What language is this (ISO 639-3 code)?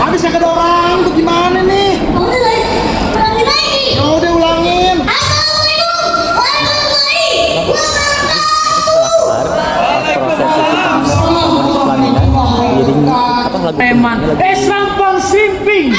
bew